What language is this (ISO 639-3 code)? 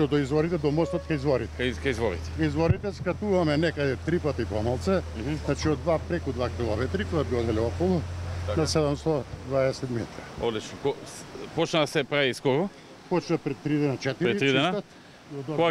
mkd